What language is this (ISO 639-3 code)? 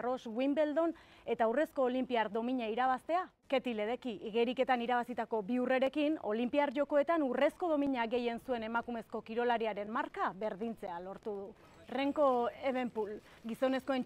eus